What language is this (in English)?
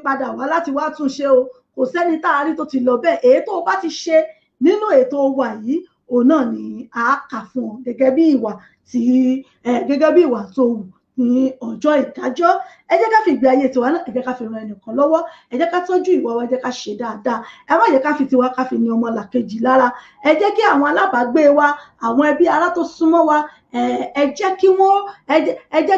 Yoruba